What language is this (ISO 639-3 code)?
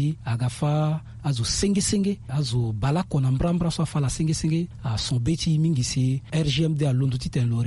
sag